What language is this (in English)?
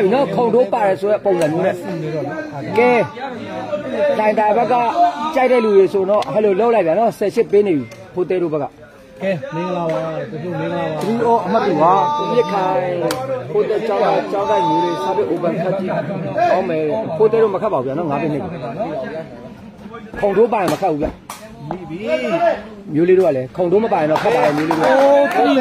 Burmese